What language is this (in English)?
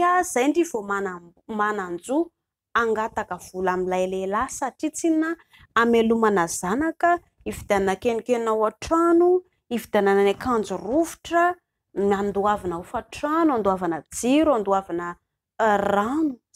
Malagasy